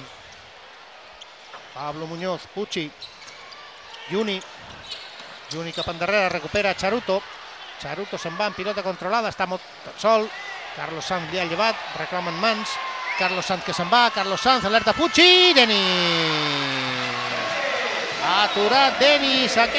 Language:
Catalan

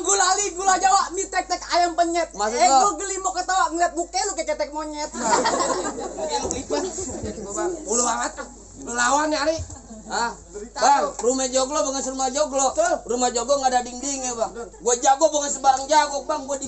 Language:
Betawi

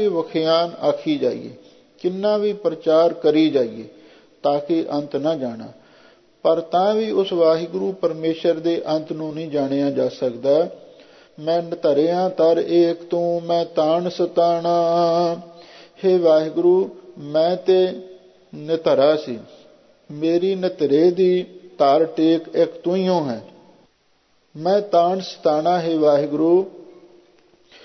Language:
Punjabi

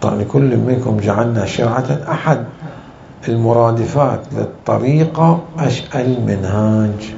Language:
Mesopotamian Arabic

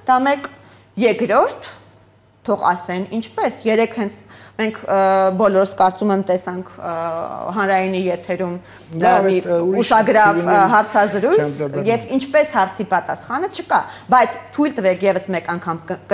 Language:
Armenian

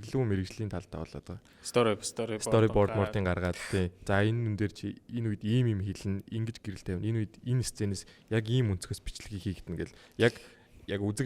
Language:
Mongolian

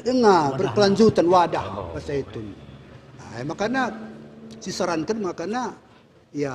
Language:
Batak Karo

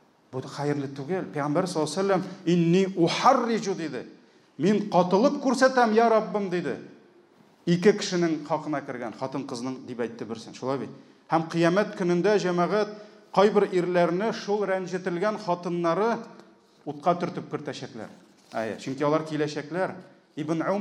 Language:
Tatar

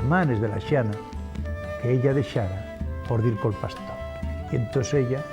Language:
Asturian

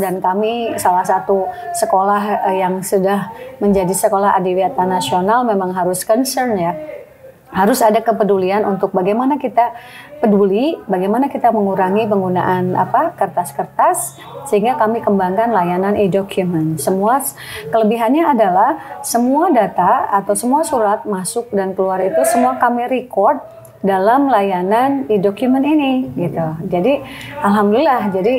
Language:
Indonesian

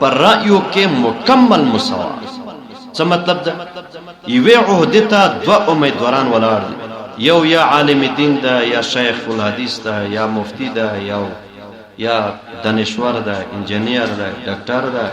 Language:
Pashto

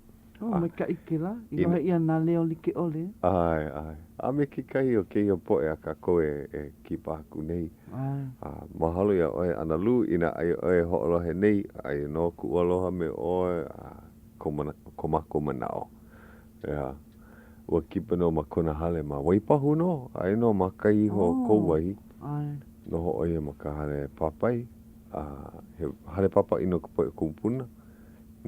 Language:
Hawaiian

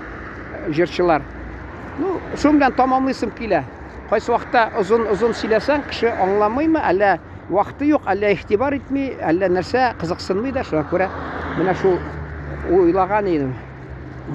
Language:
Tatar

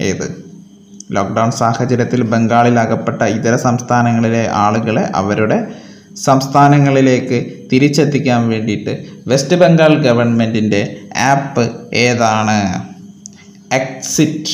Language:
Malayalam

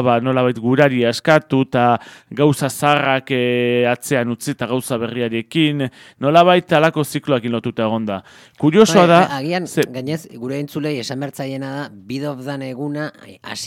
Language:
Basque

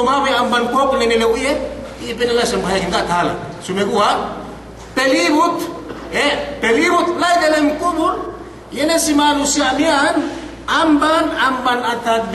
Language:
Yakan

